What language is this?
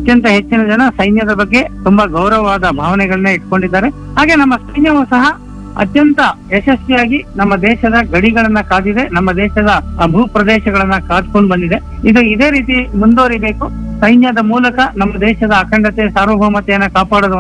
Kannada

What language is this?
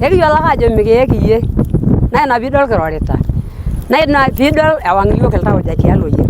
Masai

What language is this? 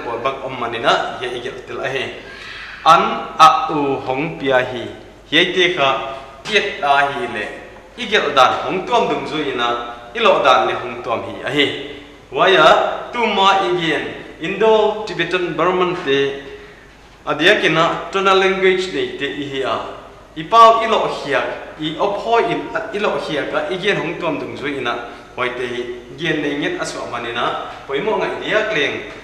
Paite Chin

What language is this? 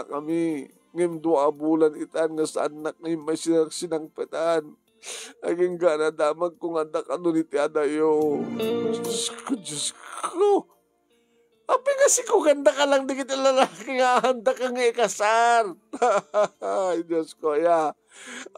Iloko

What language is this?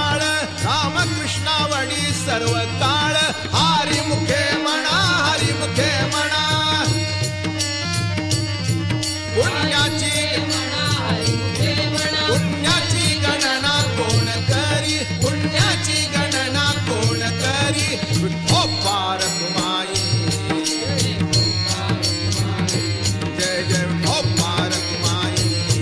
Marathi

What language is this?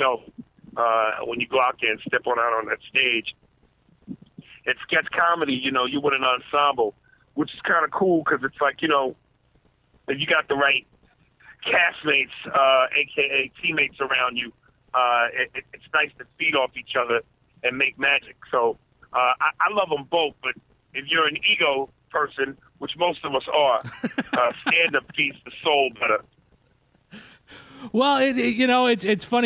English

